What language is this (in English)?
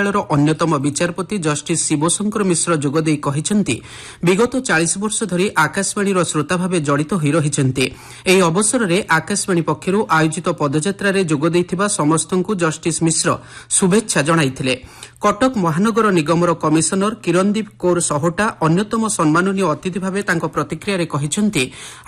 Odia